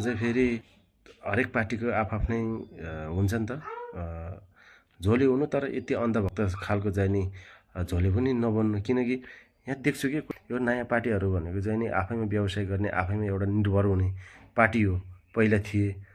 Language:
Nepali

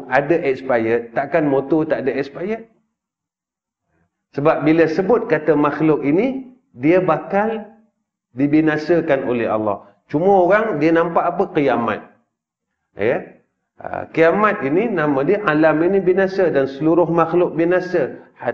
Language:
Malay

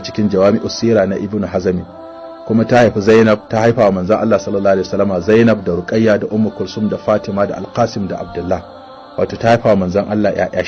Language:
Hausa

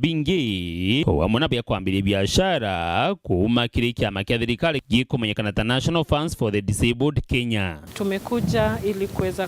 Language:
Meru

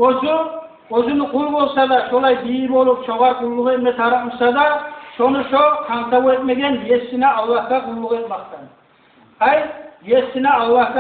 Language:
Kumyk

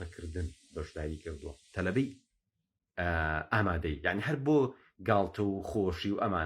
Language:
Central Kurdish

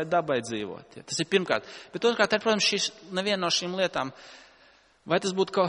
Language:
Latvian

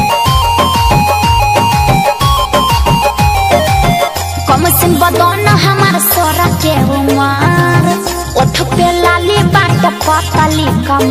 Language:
Bhojpuri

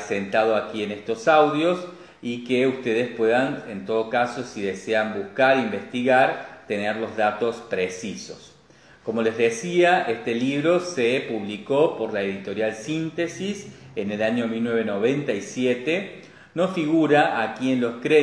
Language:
Spanish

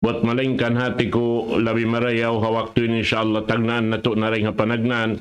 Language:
Tausug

